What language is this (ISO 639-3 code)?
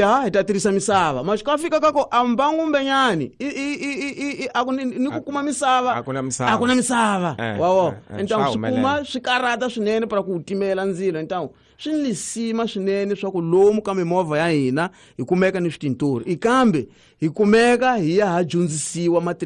tso